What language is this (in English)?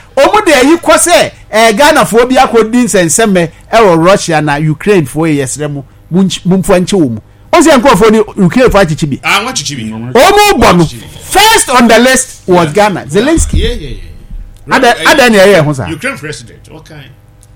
Akan